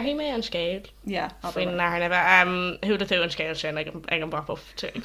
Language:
Irish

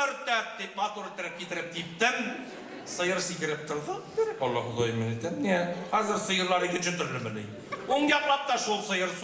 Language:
Bashkir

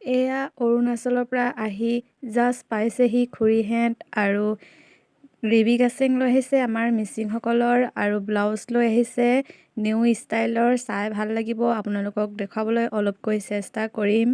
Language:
Assamese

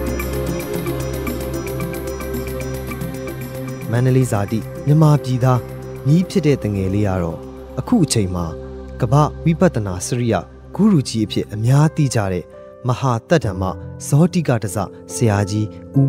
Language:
Burmese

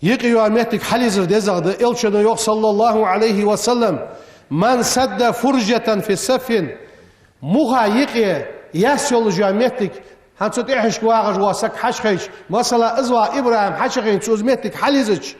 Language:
Ingush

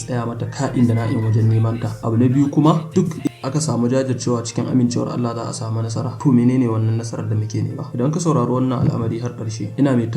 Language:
Hausa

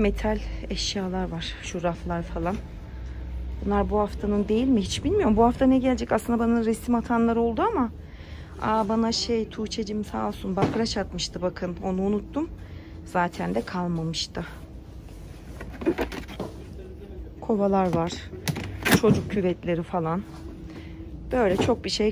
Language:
Turkish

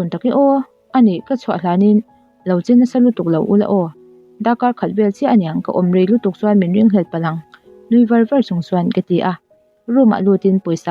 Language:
Mizo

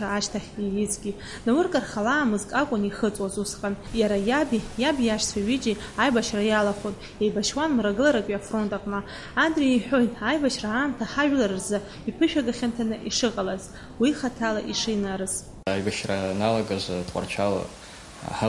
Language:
Abkhazian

